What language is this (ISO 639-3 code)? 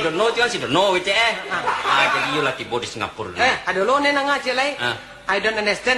min